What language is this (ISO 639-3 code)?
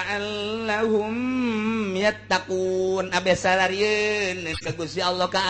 sun